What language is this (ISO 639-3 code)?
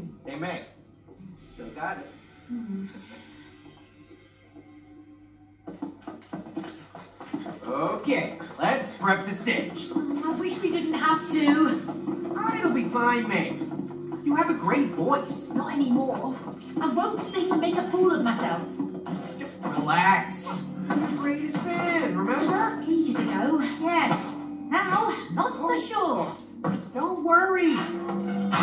eng